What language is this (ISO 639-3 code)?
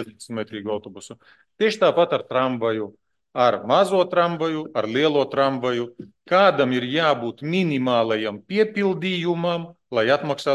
lav